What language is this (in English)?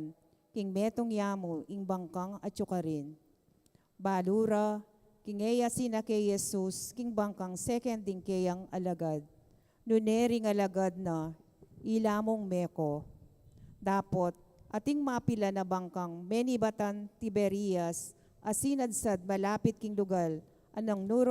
Pampanga